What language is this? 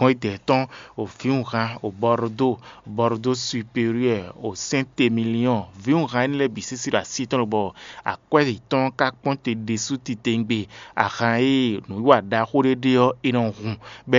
Fon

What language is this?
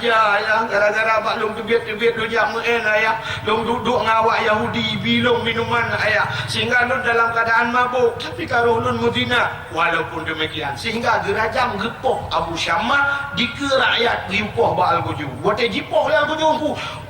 Achinese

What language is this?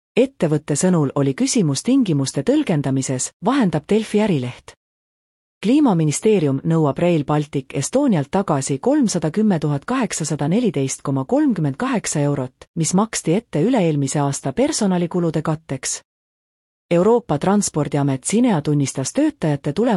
Estonian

